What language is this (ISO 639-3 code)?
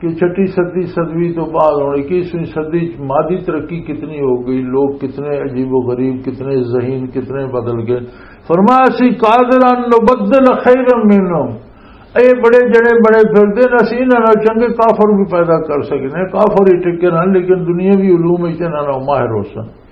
lah